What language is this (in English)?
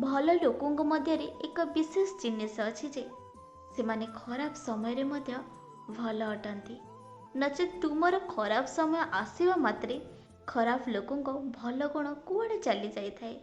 Odia